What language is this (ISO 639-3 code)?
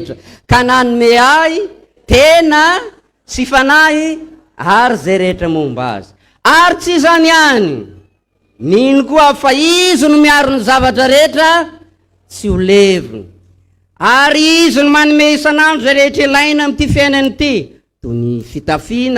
mlg